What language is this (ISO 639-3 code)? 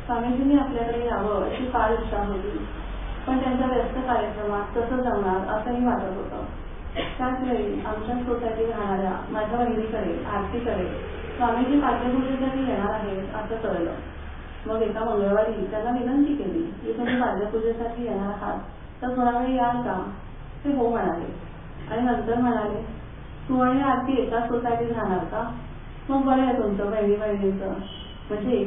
mar